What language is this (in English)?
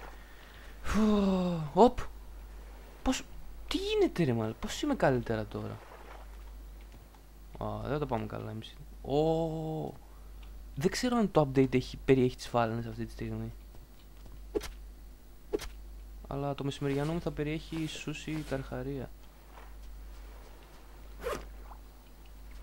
Greek